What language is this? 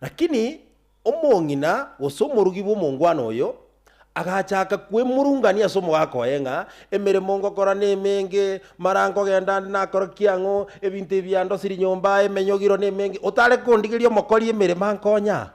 Gusii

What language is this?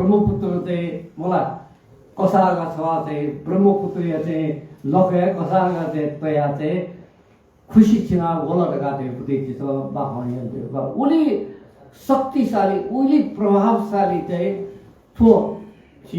Newari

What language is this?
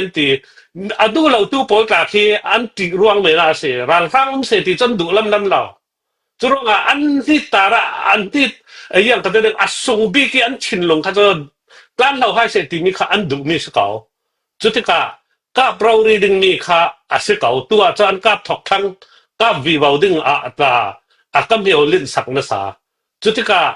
Falam Chin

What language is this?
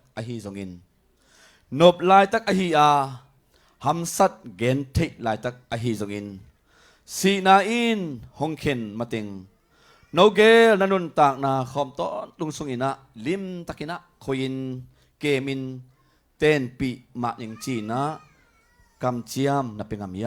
Tedim Chin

